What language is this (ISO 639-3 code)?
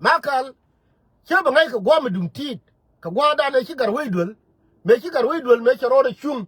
nus